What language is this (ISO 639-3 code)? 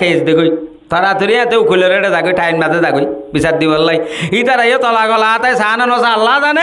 rhg